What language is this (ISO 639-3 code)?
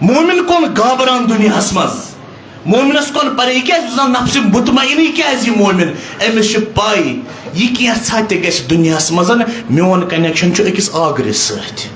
kas